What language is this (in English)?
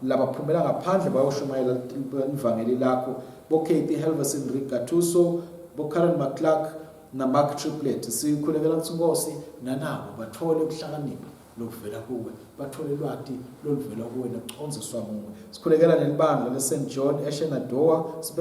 Swati